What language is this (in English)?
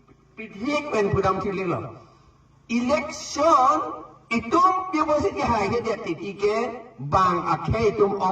Karbi